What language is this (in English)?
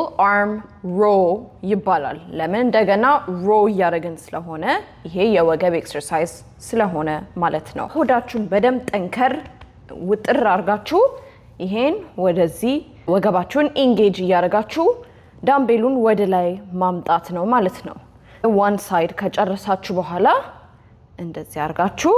Amharic